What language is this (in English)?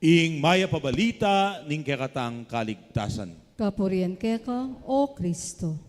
Pampanga